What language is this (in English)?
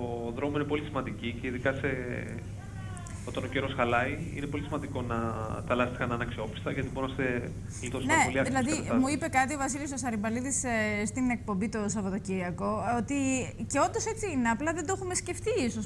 Greek